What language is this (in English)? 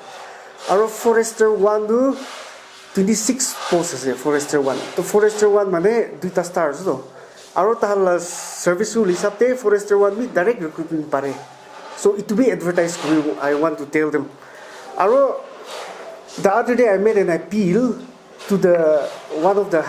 Naga Pidgin